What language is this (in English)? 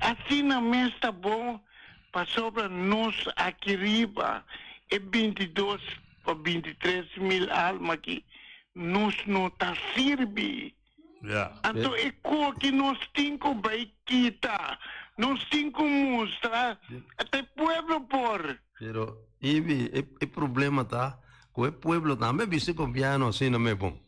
Papiamento